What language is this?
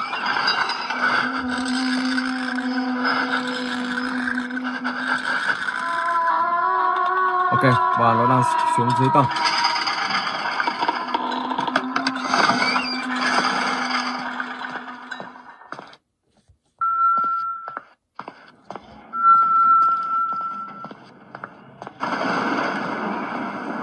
Vietnamese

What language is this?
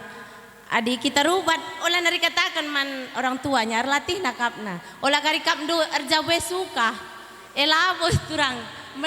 Batak Karo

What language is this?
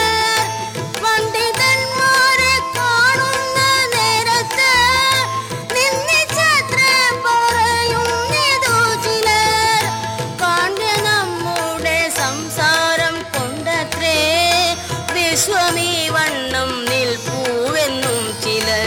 Malayalam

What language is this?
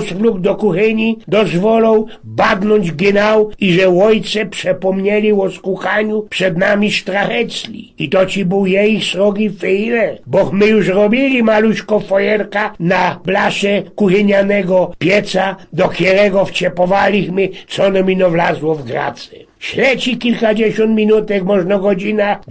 Silesian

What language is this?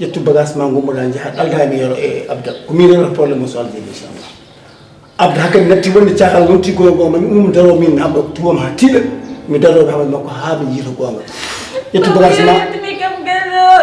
Fula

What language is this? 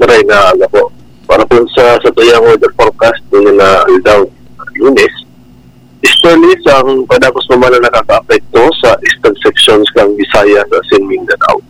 Bikol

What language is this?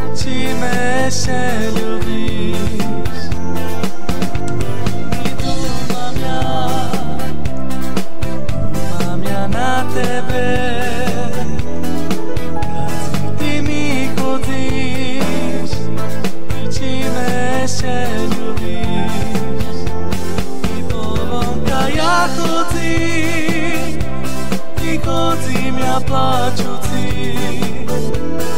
Slovak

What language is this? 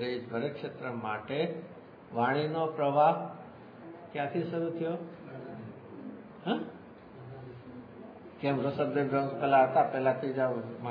Gujarati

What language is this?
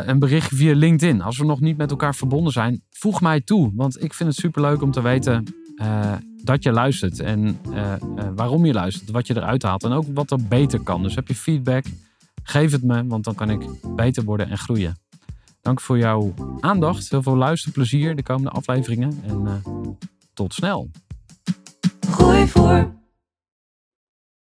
Dutch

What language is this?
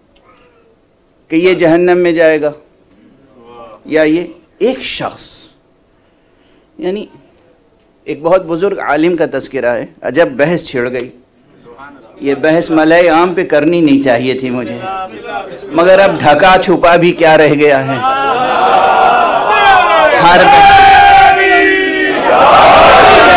Urdu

